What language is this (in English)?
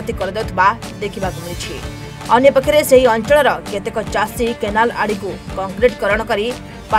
Odia